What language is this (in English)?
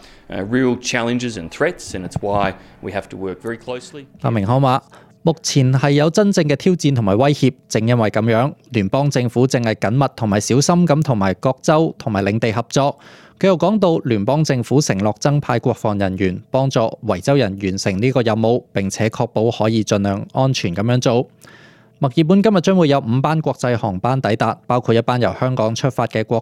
Cantonese